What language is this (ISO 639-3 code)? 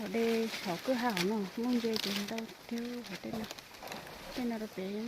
hmn